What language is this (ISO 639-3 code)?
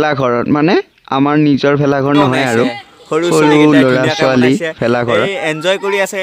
asm